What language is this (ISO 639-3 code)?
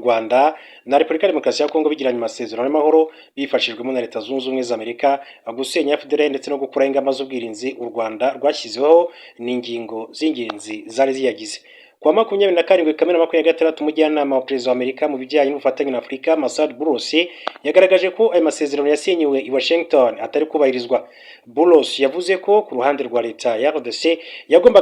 kin